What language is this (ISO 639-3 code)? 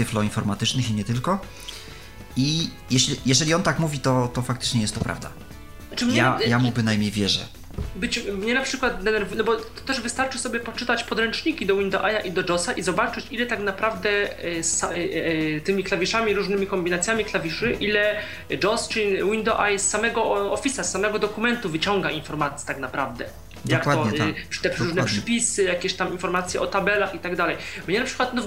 pol